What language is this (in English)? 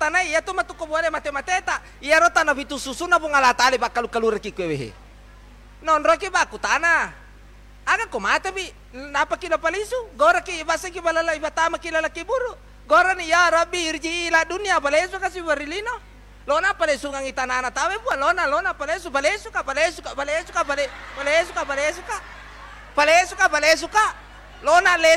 Buginese